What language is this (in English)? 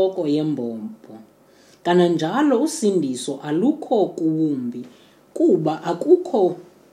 Xhosa